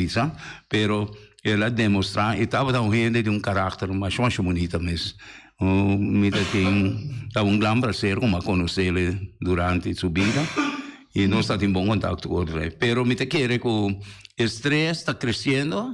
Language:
Papiamento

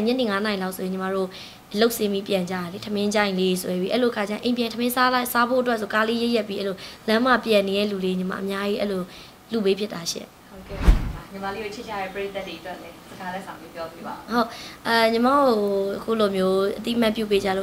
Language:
Burmese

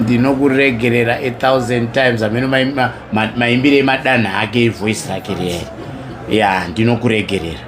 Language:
Shona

